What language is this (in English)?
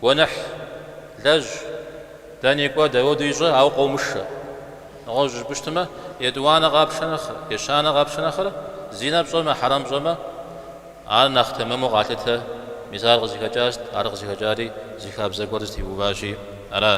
Kabardian